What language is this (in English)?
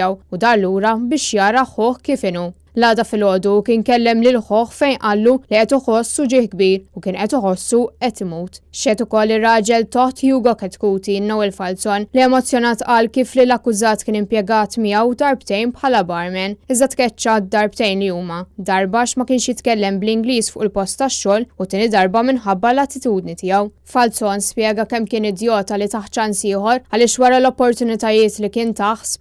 Maltese